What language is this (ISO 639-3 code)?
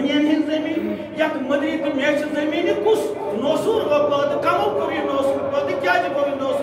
kas